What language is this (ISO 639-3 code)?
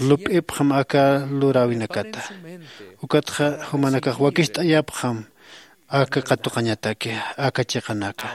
aym